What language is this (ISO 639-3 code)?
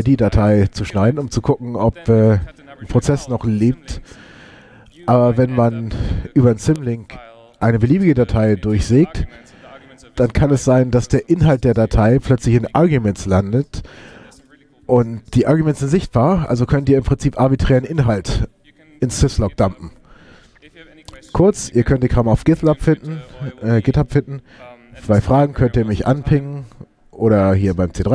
deu